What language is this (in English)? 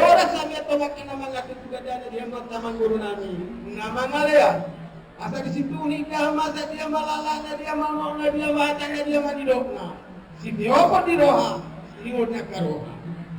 Batak Toba